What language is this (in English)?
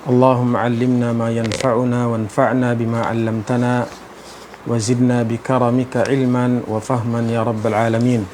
Tausug